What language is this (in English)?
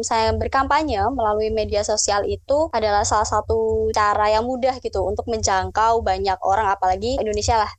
Indonesian